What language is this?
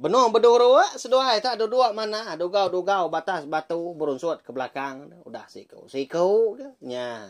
Iban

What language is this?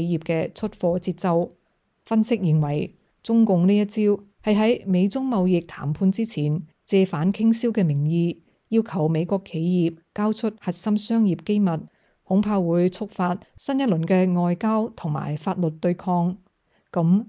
Cantonese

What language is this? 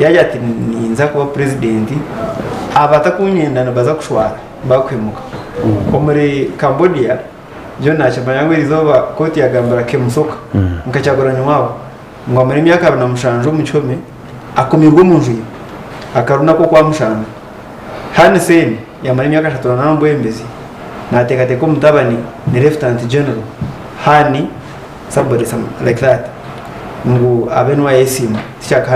Nyankole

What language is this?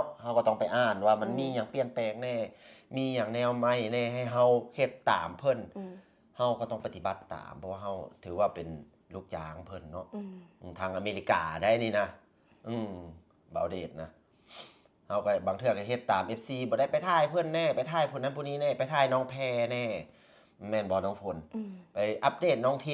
Lao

